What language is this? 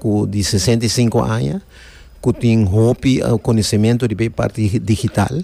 Papiamento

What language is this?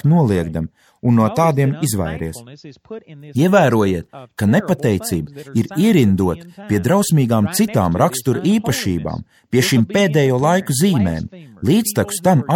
Latvian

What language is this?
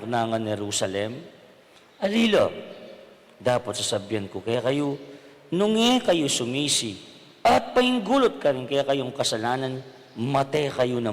Pampanga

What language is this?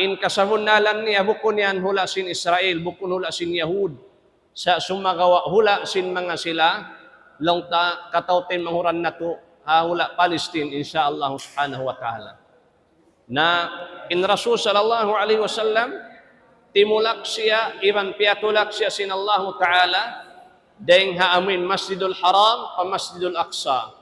Tausug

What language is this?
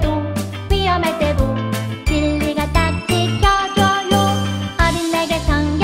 Korean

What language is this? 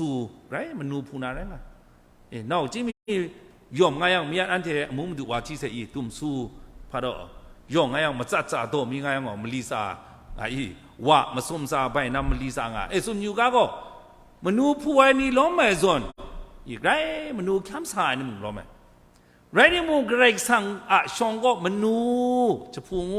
Kachin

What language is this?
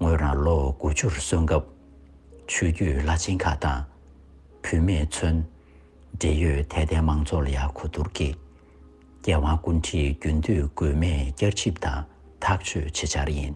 Tibetan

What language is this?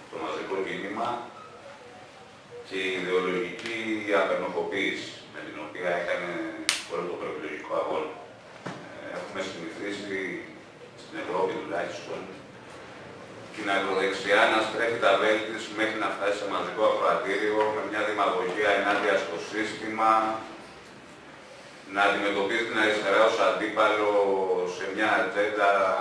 Greek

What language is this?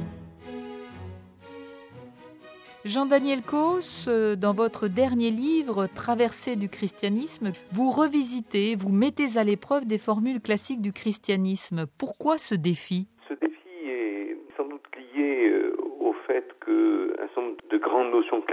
French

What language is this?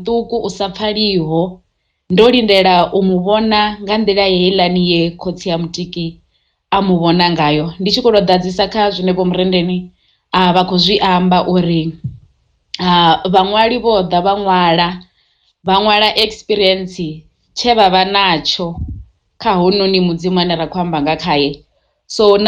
Venda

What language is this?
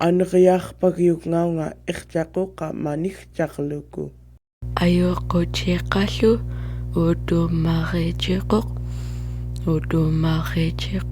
Central Yupik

